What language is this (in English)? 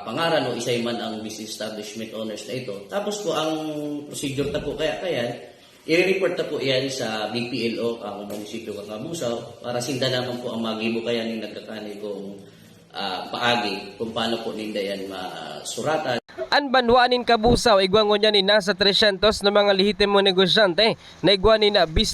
Bikol